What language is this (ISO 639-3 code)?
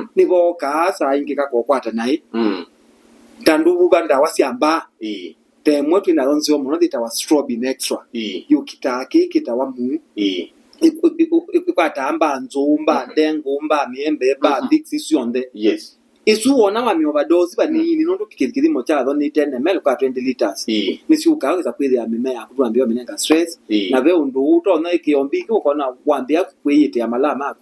kam